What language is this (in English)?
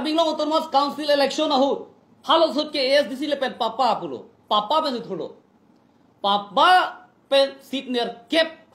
Karbi